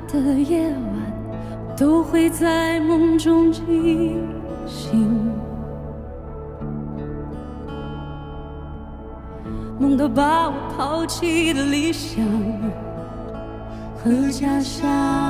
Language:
Chinese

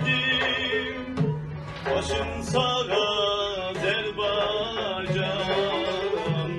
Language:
South Azerbaijani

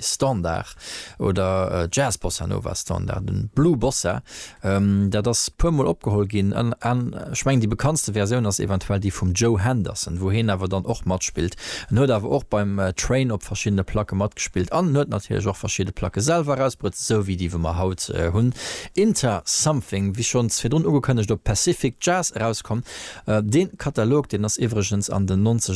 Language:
Luxembourgish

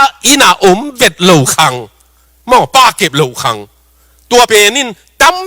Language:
Tedim Chin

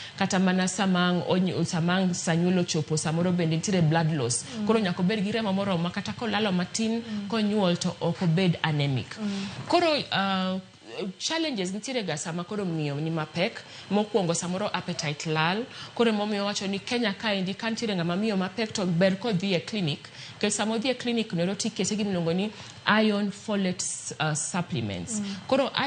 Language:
Luo (Kenya and Tanzania)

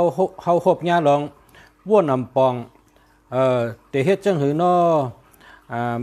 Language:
Shan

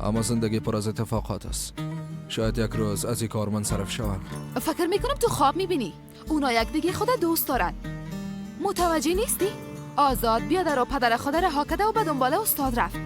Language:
Persian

